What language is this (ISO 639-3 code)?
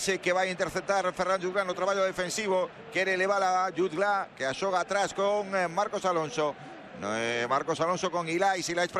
glg